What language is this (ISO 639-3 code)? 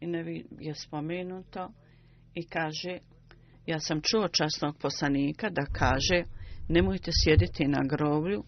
bos